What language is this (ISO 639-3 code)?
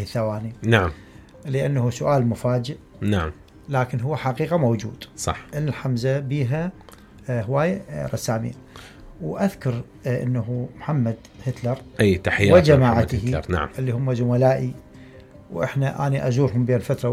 acm